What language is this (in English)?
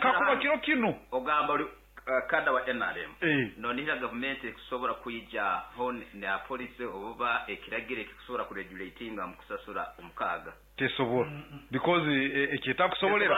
Nyankole